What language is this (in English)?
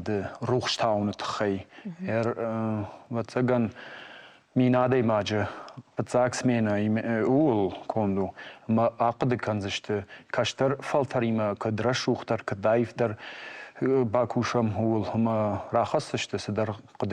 Ossetic